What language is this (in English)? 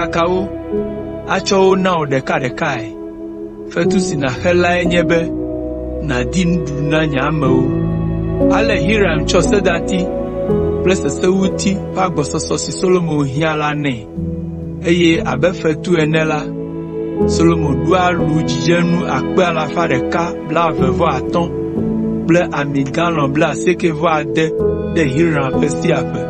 Ewe